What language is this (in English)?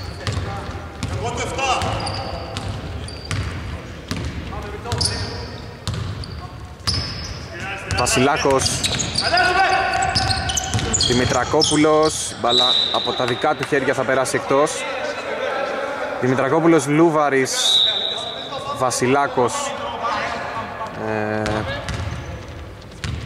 Greek